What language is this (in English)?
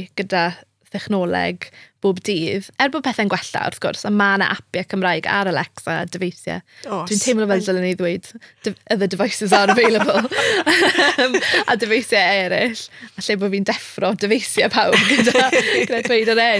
Welsh